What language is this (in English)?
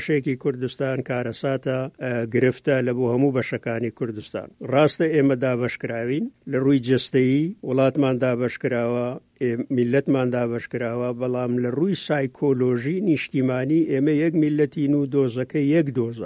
Central Kurdish